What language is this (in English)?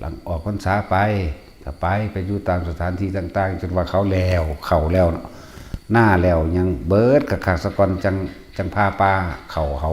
Northeastern Thai